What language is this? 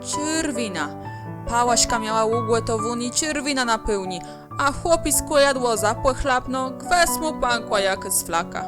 Kashubian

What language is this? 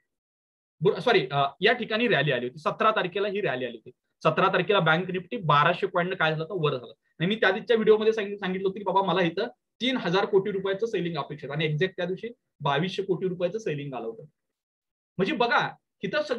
Marathi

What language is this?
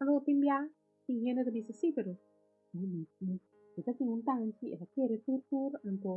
Papiamento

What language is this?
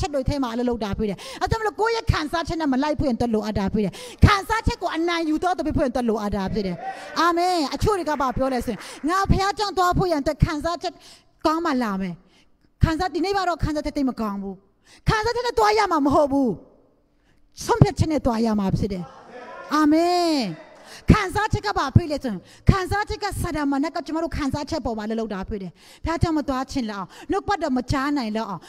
Burmese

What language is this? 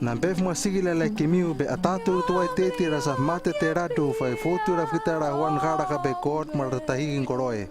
Hano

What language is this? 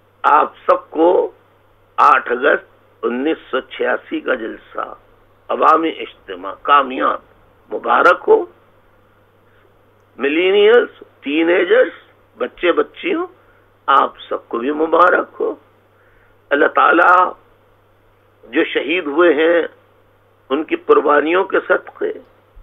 Urdu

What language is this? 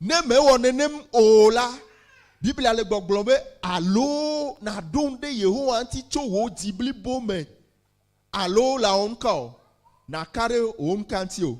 Ewe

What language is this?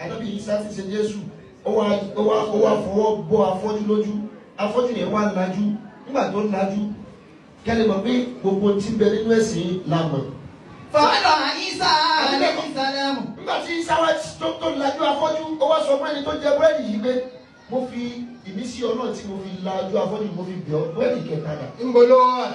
Yoruba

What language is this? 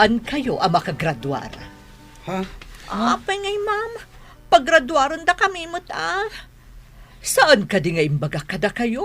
Iloko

